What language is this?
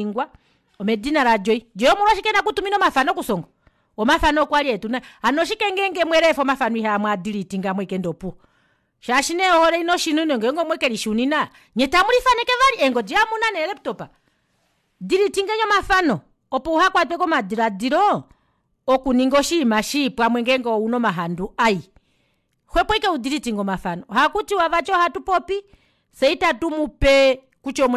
Kuanyama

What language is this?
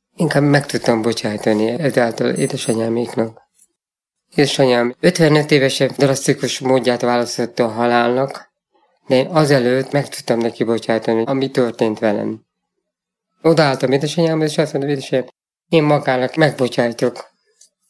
Hungarian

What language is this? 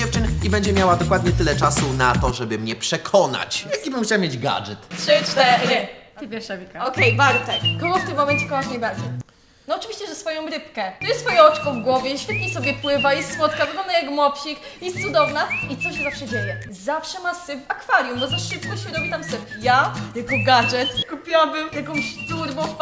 Polish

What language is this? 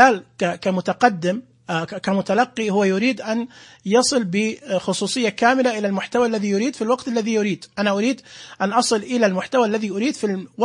Najdi Arabic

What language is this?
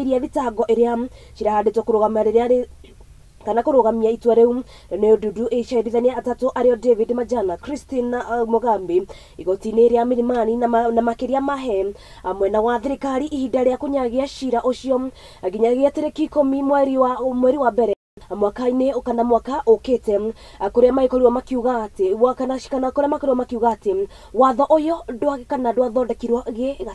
Kikuyu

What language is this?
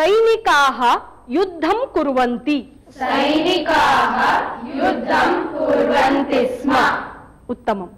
Sanskrit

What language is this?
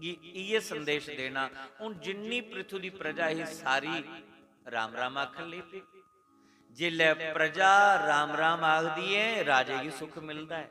Dogri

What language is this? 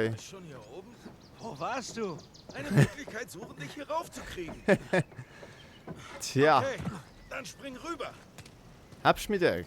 Swiss German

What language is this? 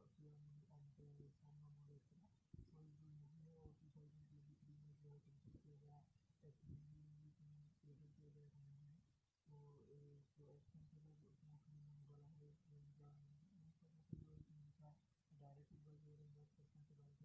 Hindi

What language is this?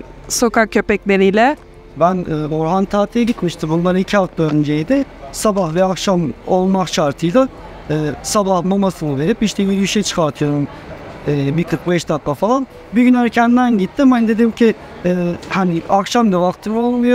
Turkish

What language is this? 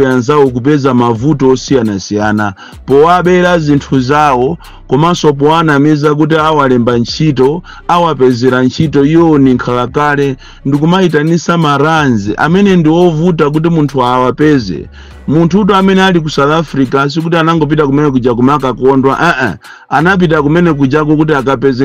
Nyanja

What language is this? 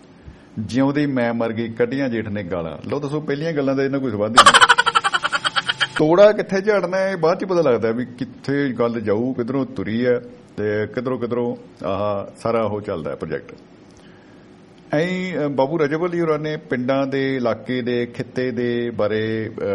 Punjabi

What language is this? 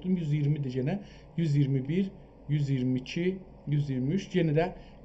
South Azerbaijani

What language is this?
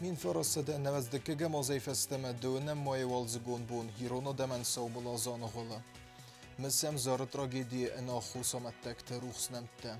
Ossetic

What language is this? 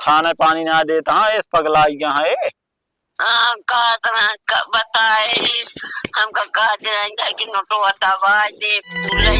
Awadhi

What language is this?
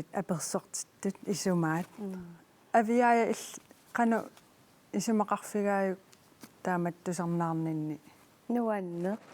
Kalaallisut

